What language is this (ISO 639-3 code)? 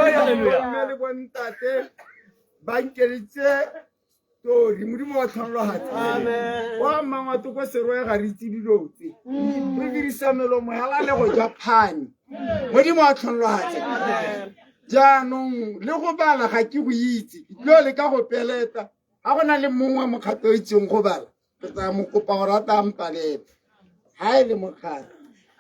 tsn